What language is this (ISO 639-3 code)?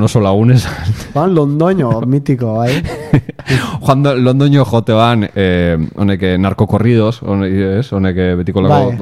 eus